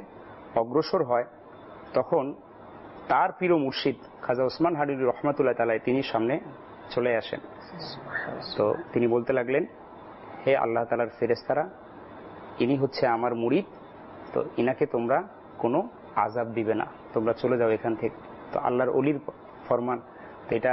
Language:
Bangla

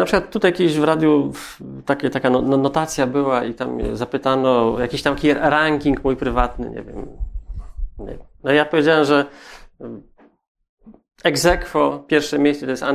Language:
Polish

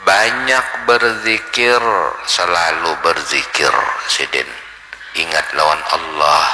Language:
Banjar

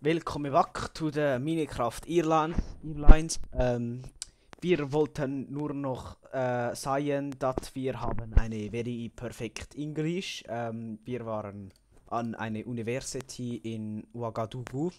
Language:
Swiss German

